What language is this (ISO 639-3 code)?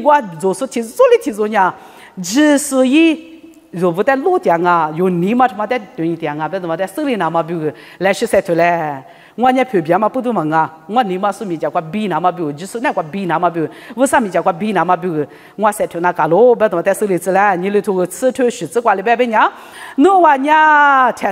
lis